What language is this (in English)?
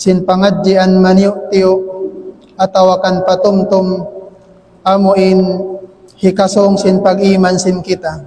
Tausug